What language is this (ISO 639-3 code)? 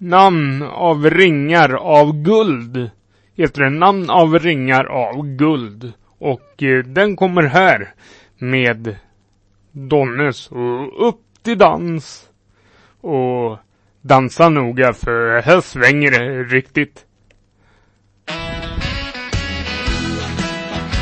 swe